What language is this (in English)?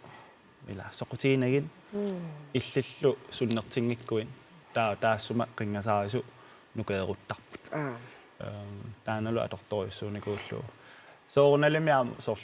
Kalaallisut